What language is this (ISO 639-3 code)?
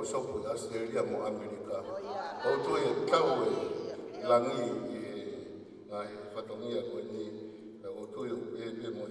ton